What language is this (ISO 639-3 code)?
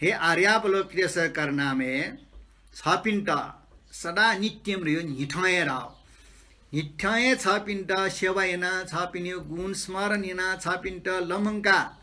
new